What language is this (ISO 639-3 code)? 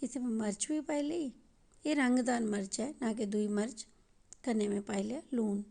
doi